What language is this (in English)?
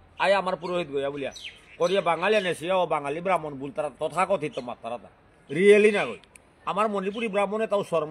Bishnupriya